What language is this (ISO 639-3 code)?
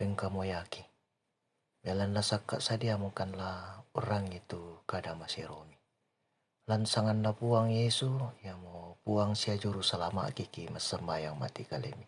sda